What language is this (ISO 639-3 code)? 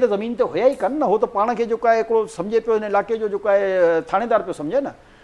snd